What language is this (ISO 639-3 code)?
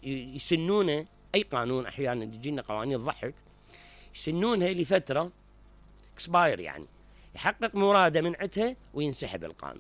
acm